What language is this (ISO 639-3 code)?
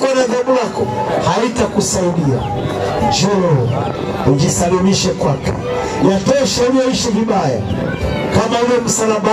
swa